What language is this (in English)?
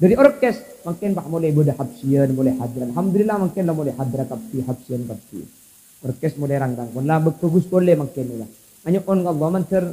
Madurese